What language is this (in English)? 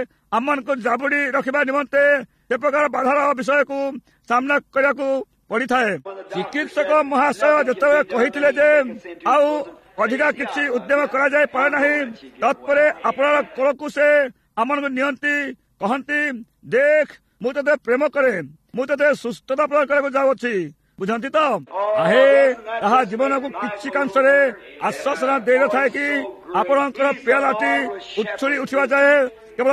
Odia